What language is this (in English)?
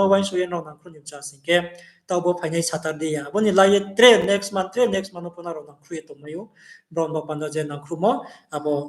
Riang (India)